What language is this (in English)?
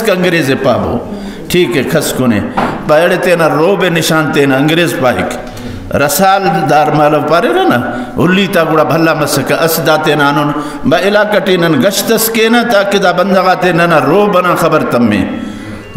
Brahui